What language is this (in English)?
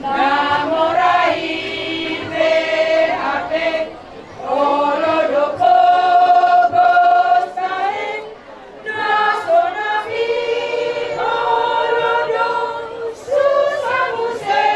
Batak Toba